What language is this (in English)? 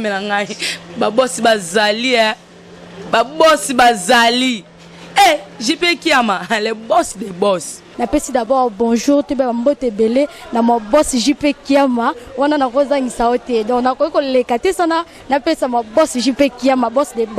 Lingala